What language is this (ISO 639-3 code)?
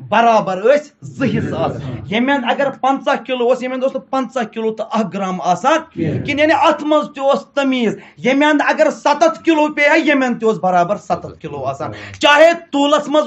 kas